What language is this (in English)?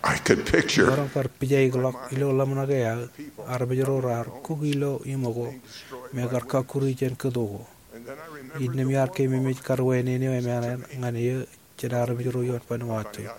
Marshallese